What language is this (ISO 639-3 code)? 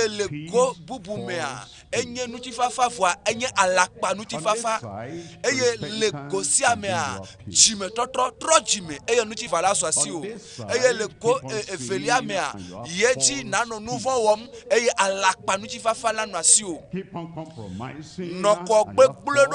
ewe